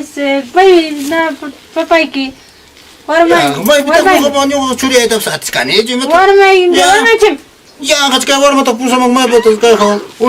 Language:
Ayacucho Quechua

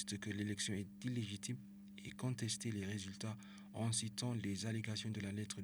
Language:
French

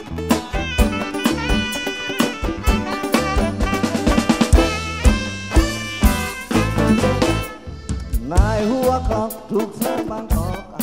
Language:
Thai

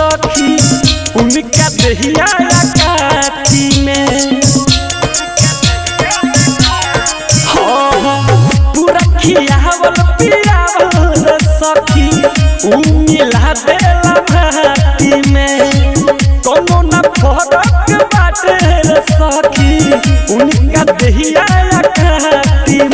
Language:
Bhojpuri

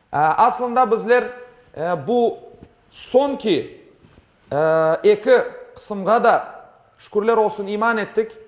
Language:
Crimean Tatar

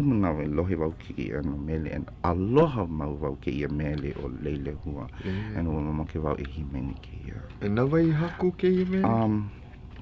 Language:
Hawaiian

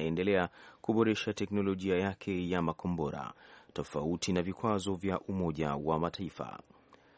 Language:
Swahili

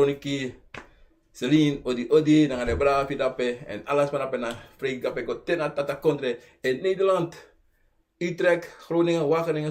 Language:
Sranan Tongo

